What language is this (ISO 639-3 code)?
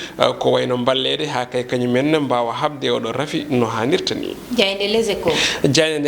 ful